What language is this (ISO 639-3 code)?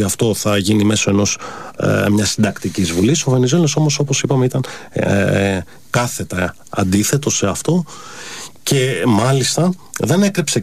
ell